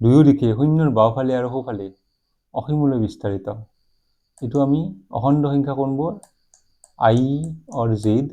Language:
Assamese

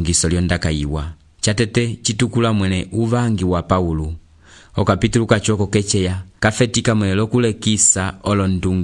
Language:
Umbundu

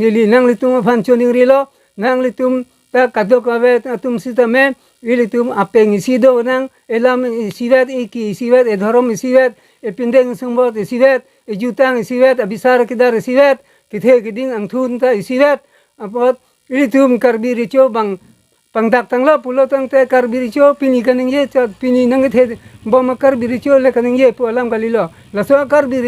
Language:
Karbi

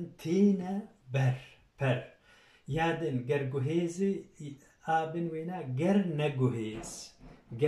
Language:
Kurdish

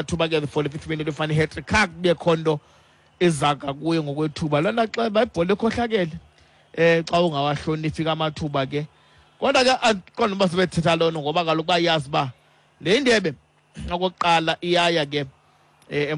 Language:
Xhosa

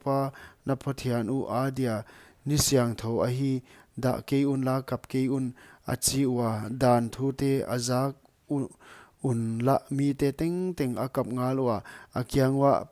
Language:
Paite Chin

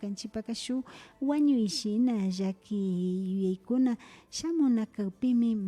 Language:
Imbabura Highland Quichua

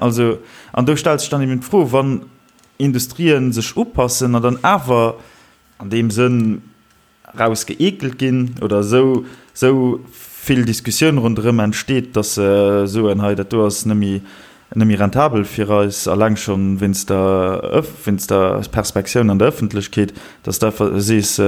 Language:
Luxembourgish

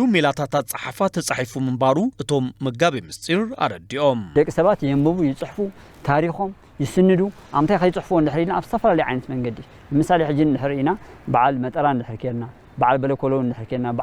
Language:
Tigrinya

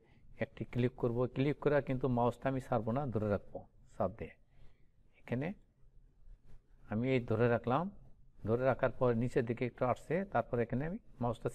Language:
Bangla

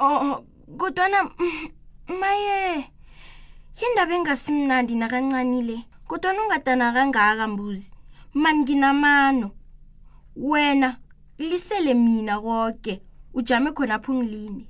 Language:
South Ndebele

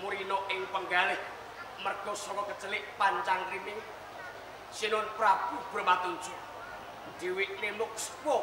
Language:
Javanese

